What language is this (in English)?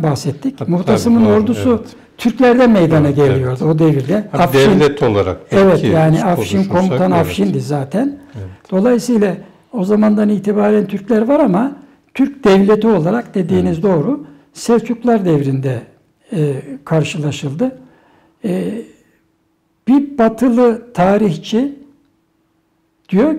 Turkish